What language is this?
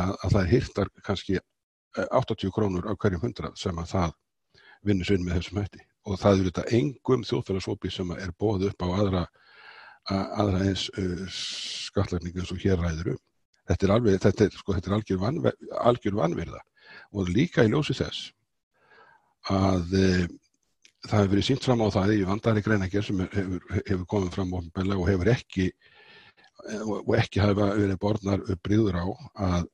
Icelandic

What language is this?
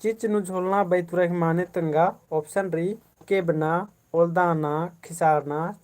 Kurukh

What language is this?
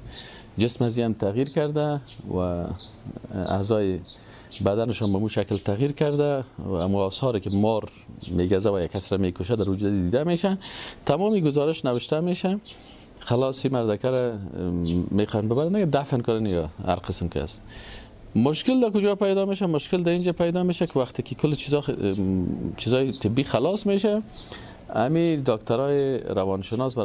Persian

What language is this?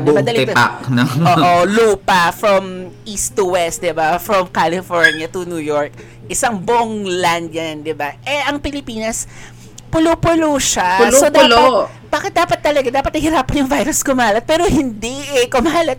Filipino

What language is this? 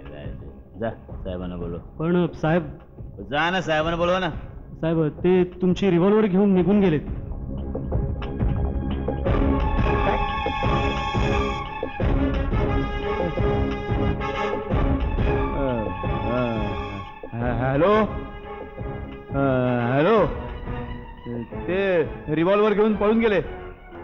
Marathi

